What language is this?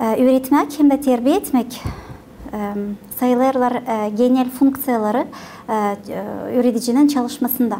Gagauz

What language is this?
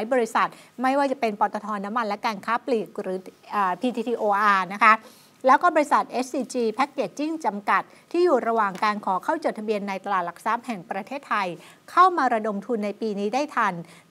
Thai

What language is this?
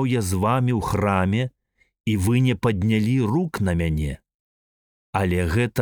Belarusian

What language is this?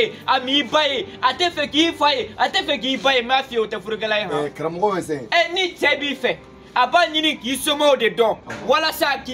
Bambara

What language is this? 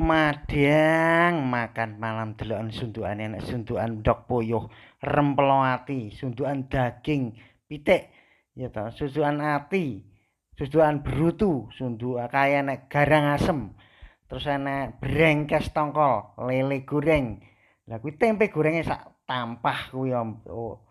Javanese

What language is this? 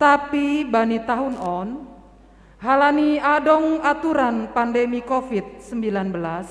Batak Simalungun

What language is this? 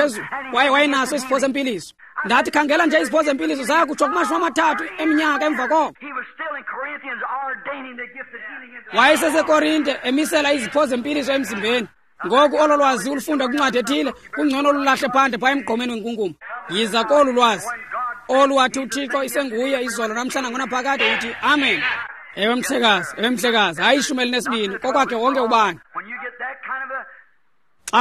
Xhosa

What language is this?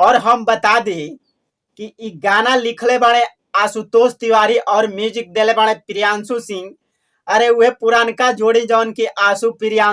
Bhojpuri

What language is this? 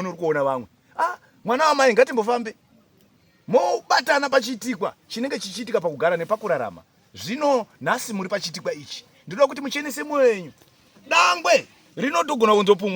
Shona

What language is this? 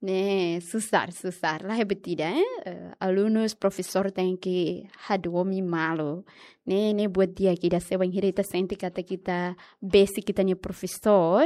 Tetum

